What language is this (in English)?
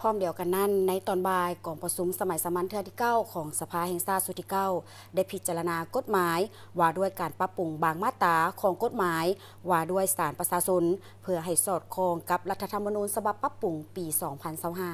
Lao